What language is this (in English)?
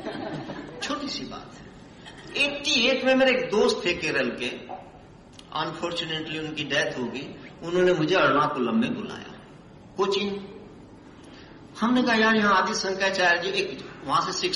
Hindi